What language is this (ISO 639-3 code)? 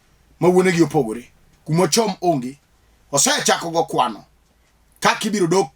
luo